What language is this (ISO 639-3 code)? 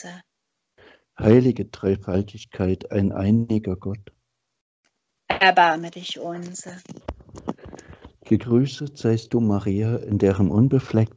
deu